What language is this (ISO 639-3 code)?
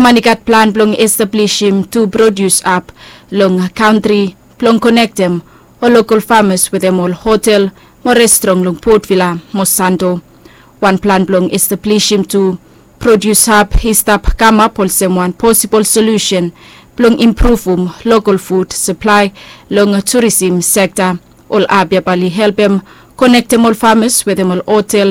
bis